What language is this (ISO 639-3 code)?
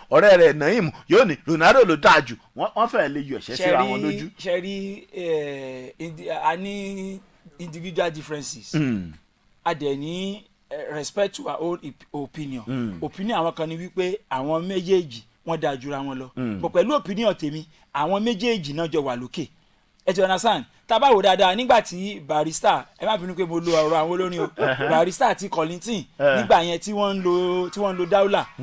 yor